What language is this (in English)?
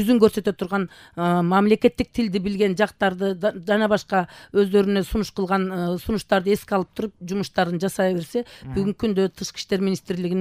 Kyrgyz